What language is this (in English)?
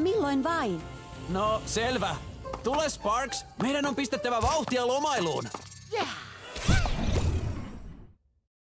Finnish